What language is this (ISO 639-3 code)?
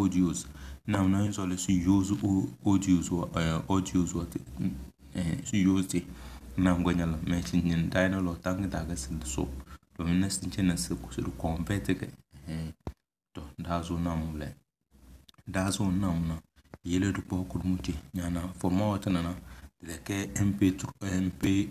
kdh